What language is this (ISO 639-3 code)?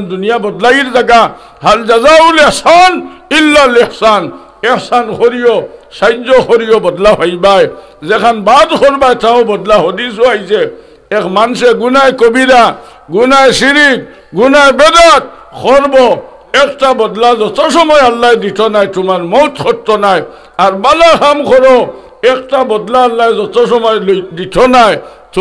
syl